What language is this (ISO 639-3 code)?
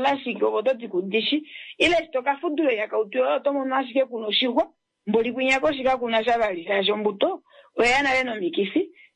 kua